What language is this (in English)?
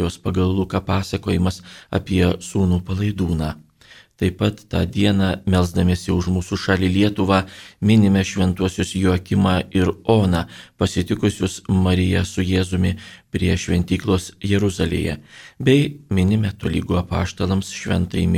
Lithuanian